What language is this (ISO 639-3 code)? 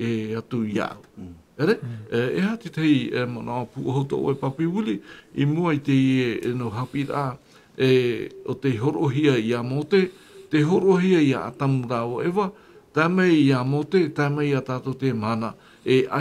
tah